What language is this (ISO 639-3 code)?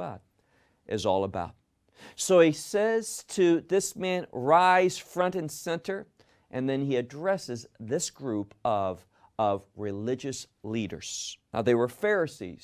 eng